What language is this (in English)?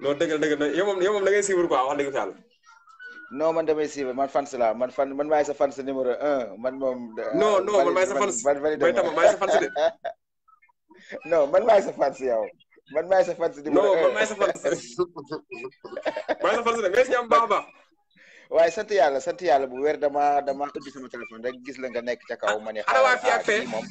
Wolof